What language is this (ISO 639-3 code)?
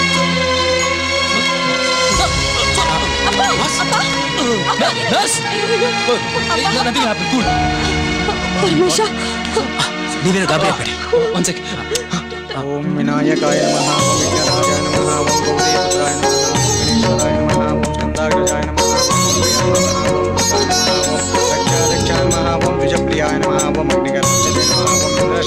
kan